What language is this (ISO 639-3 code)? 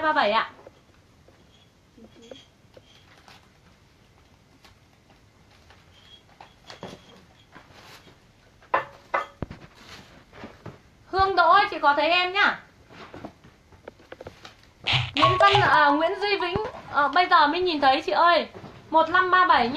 vie